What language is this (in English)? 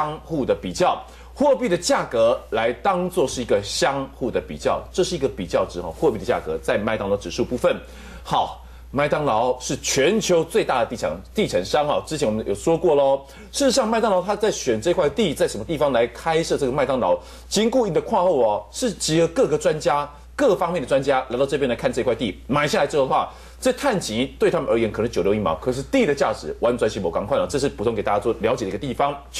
Chinese